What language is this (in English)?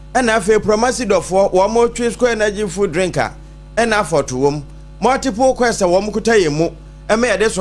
Akan